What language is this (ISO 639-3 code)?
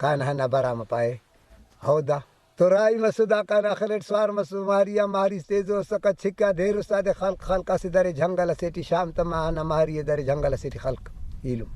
brh